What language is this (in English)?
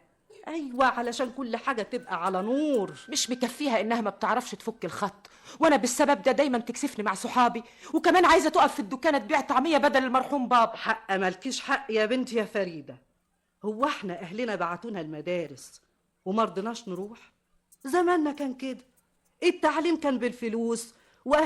Egyptian Arabic